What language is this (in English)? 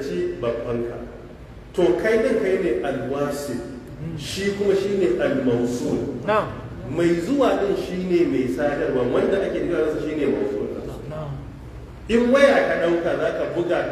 Hausa